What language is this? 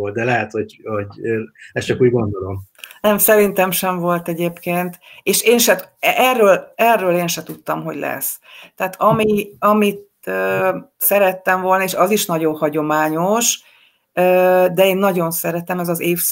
Hungarian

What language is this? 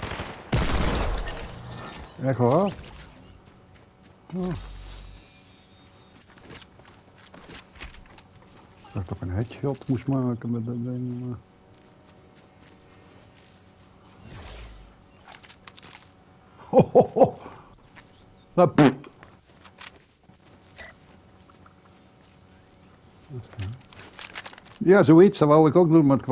Dutch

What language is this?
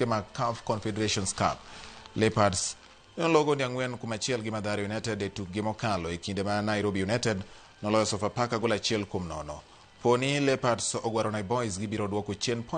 Luo (Kenya and Tanzania)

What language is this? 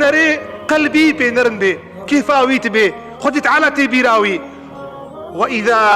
Kurdish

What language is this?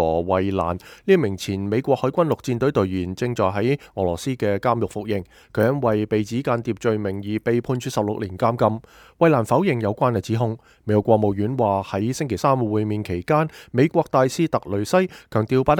Cantonese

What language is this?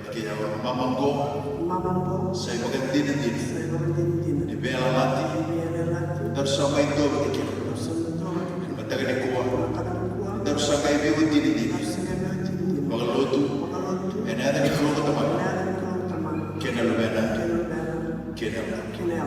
Fijian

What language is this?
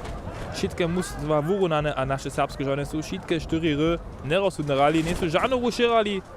Upper Sorbian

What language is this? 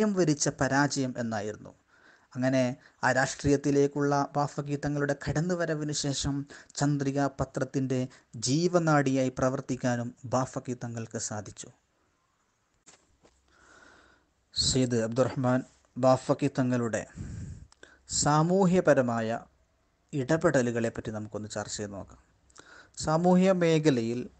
Malayalam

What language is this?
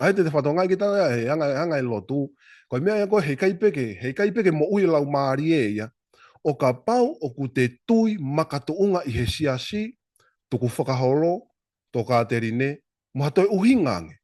Tongan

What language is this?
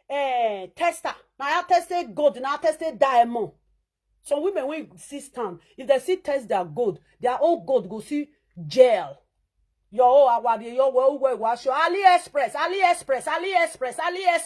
Nigerian Pidgin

